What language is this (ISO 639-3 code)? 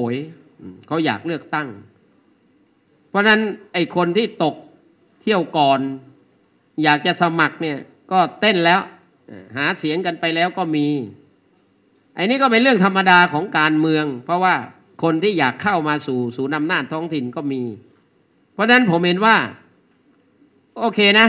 tha